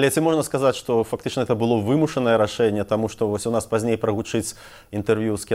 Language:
Belarusian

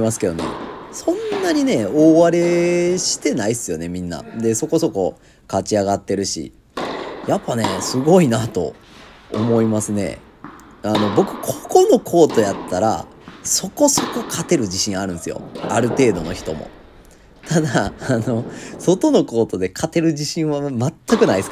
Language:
Japanese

